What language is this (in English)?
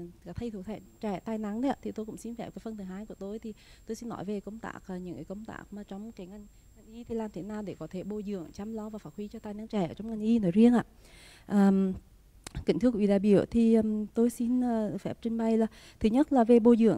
Vietnamese